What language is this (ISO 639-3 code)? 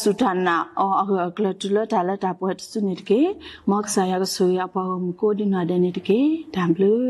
ksw